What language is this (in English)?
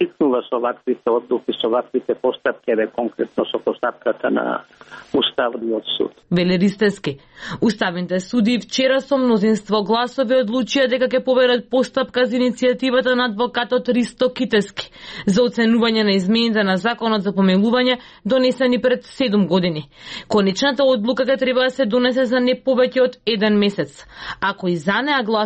Macedonian